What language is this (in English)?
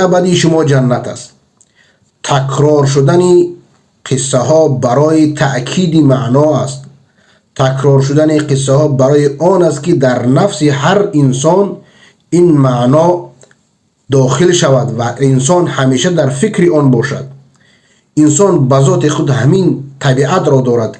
Persian